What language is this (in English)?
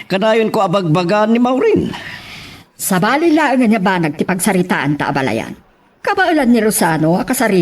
Iloko